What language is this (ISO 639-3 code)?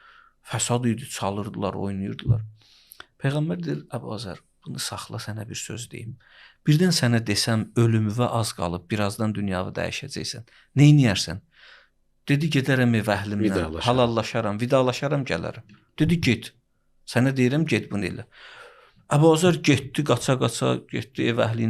aze